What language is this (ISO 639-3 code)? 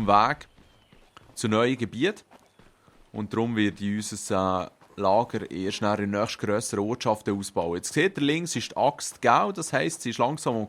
gsw